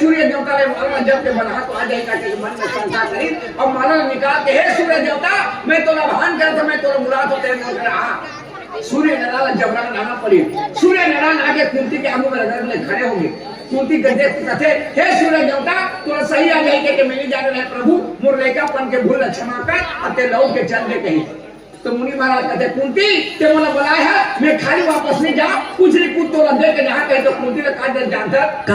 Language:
Chhattisgarhi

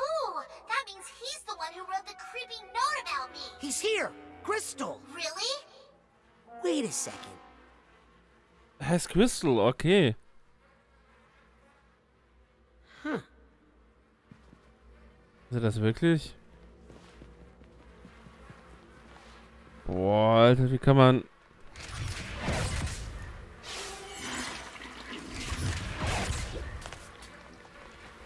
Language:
German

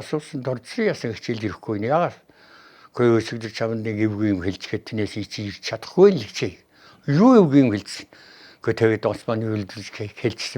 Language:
Mongolian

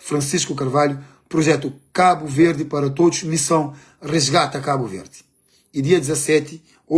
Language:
Kabuverdianu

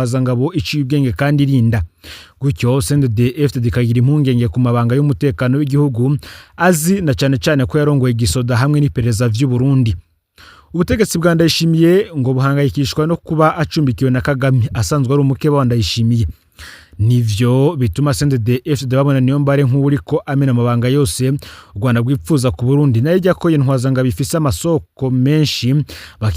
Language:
Rundi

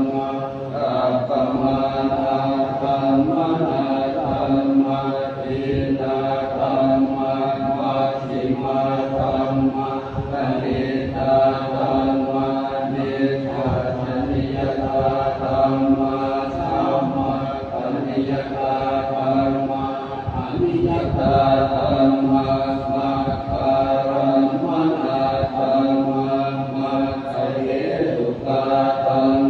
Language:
Pali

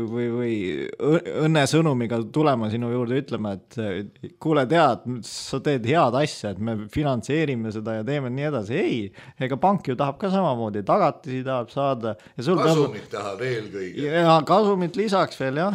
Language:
Estonian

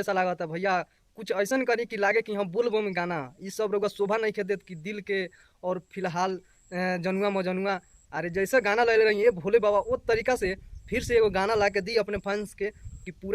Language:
Bhojpuri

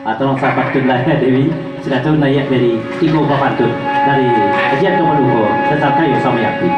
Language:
Minangkabau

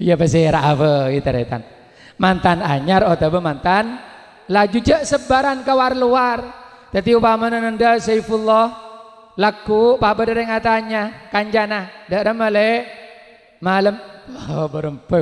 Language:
Madurese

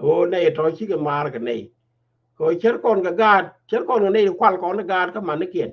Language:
Nuer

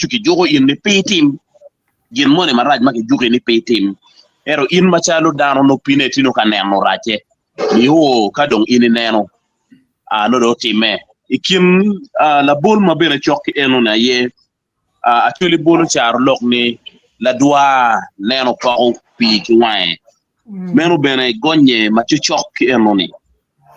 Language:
Acoli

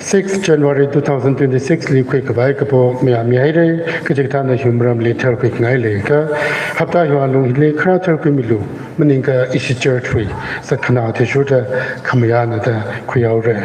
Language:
Tangkhul Naga (India)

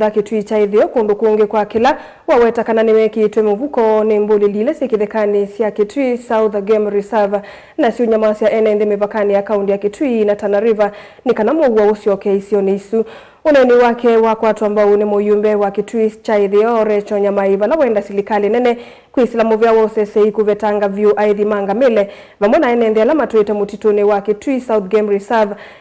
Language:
Kamba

